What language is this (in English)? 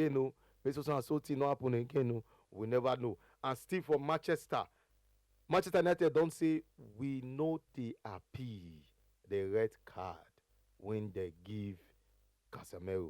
Nigerian Pidgin